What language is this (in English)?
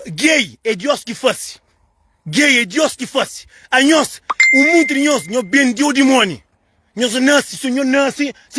Kabuverdianu